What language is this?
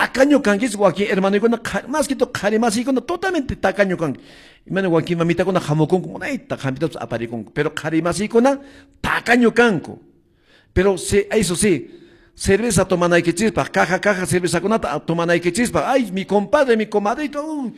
Quechua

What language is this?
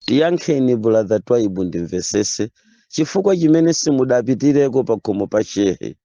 Nyanja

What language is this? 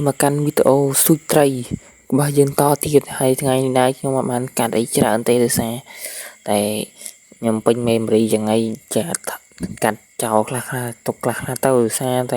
Khmer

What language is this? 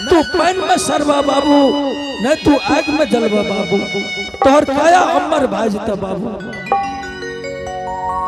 Angika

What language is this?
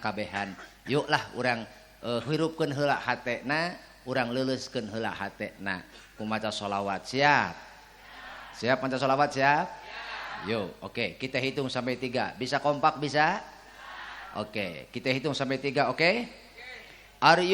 Sundanese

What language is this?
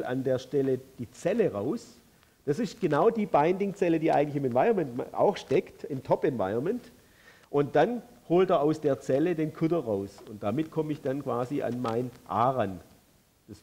German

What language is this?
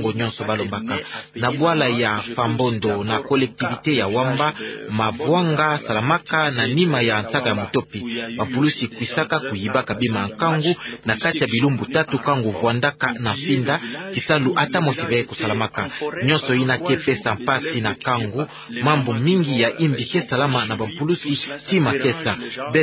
Kituba (Democratic Republic of Congo)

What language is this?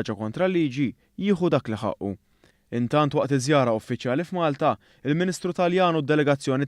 Maltese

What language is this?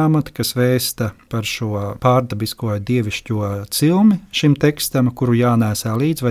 Latvian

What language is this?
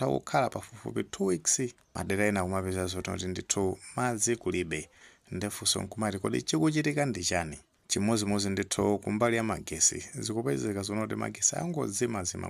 Nyanja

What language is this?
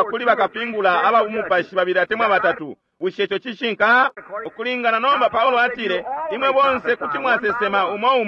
Bemba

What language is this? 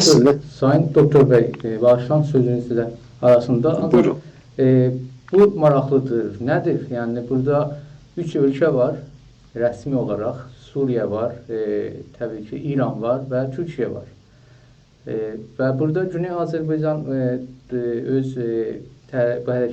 South Azerbaijani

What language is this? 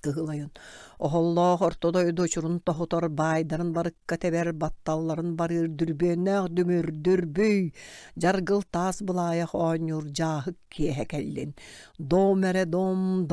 Yakut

